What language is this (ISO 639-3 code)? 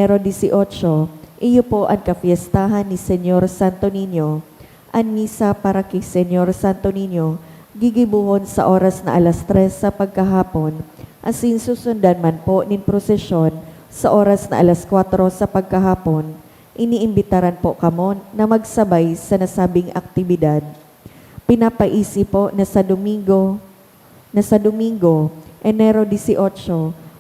bik